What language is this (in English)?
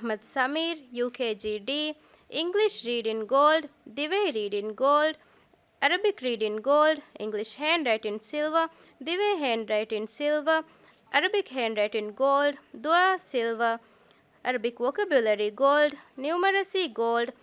Divehi